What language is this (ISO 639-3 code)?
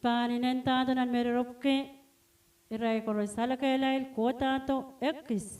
pon